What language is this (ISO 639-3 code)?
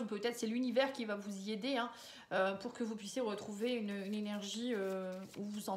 fra